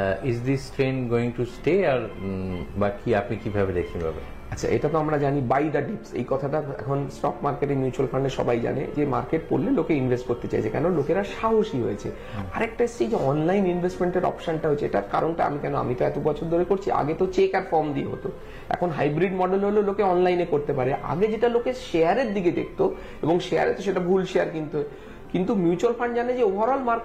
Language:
Bangla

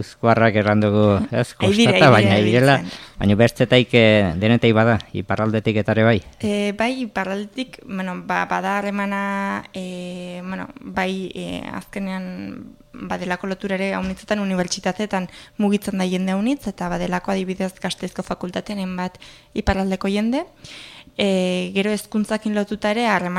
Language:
Basque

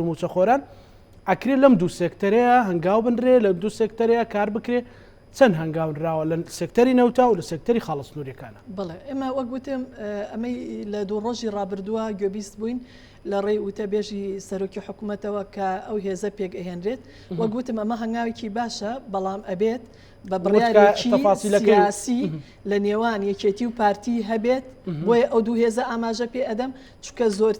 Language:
Central Kurdish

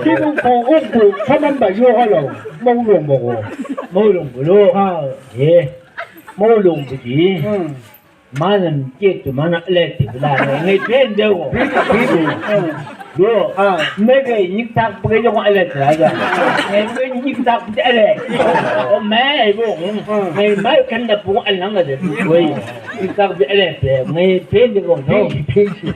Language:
Chang Naga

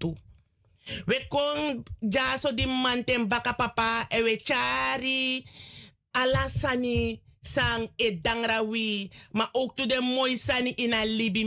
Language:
Sranan Tongo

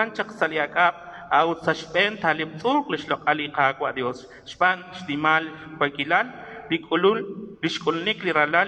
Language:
Kekchí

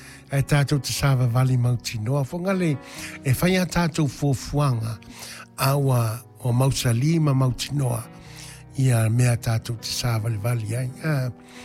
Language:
Samoan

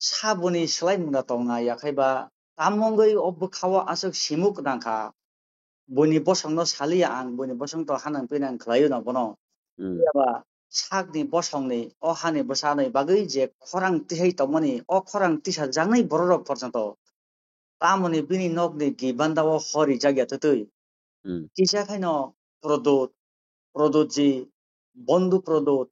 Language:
Kok Borok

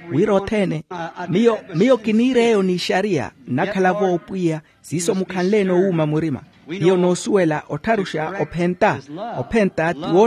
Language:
Makhuwa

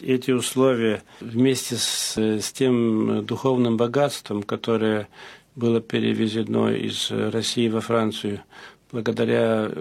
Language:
Russian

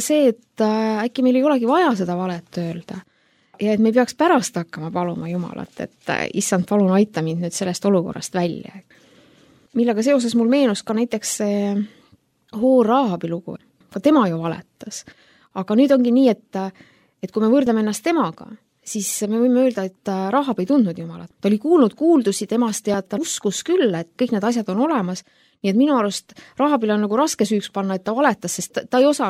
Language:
Estonian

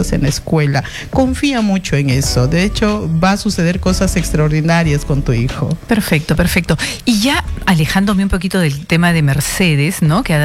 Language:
Spanish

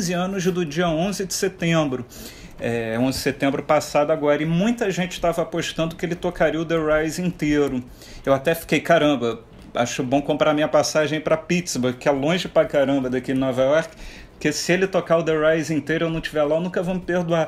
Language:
Portuguese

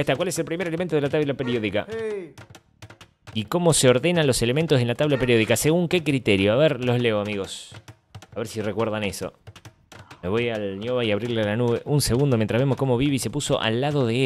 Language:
Spanish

